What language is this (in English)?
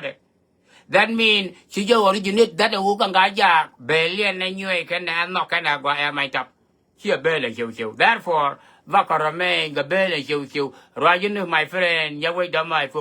Nuer